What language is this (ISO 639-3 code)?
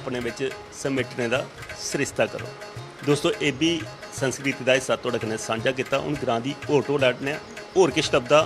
doi